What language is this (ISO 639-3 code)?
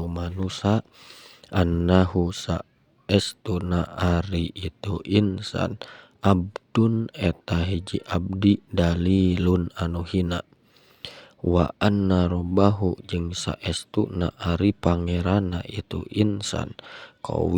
sun